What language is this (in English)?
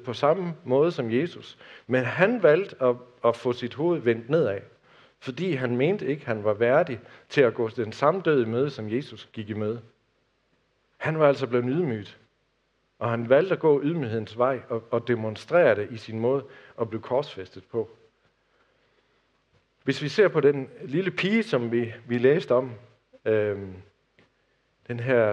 Danish